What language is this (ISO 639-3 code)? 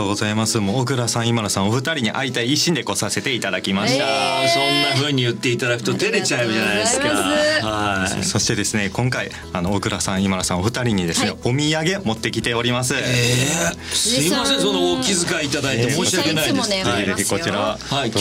jpn